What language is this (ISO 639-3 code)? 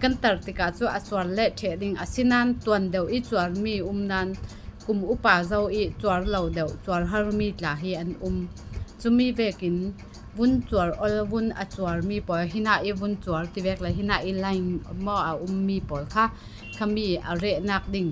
cfm